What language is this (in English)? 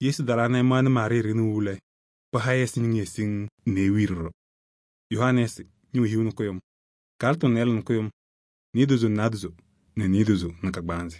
Kabiyè